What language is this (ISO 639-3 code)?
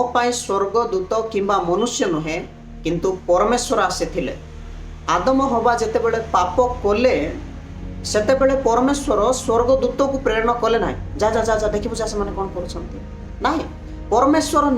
ori